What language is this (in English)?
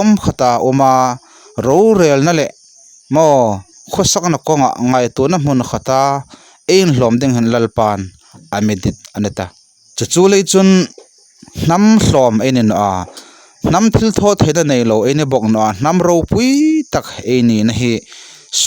Hmar